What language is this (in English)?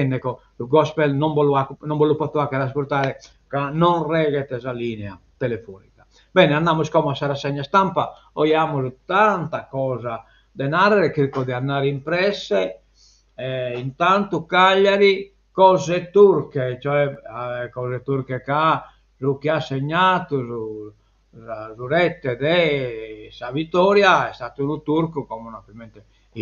Sardinian